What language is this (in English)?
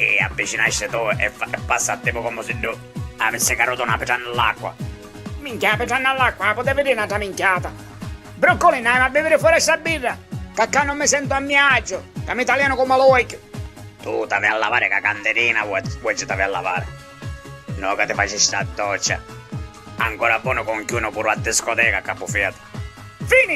Sicilian